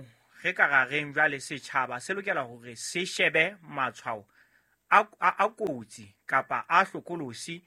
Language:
Southern Sotho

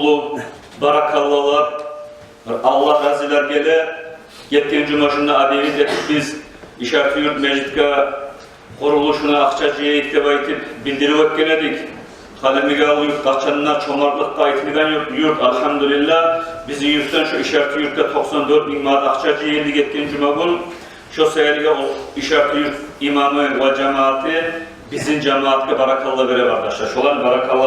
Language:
Kumyk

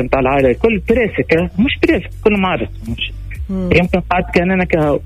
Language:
Tunisian Arabic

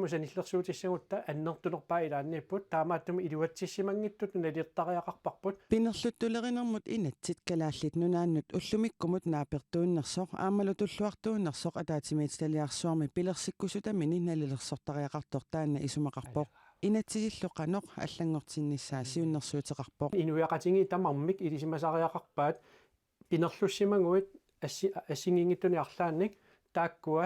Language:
Kalaallisut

